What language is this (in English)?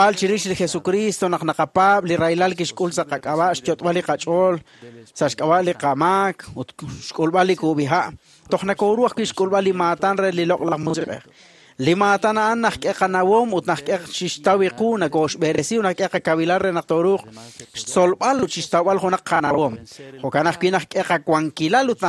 Kekchí